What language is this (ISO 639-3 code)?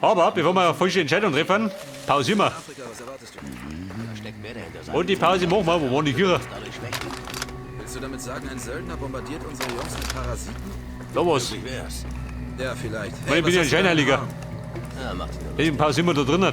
bar